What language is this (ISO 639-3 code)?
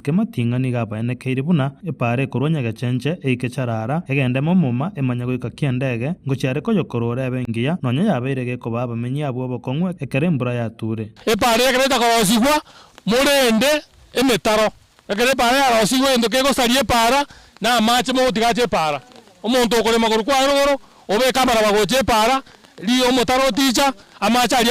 guz